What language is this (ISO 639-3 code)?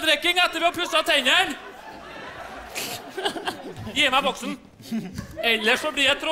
nor